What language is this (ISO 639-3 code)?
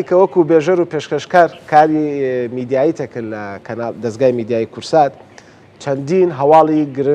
ckb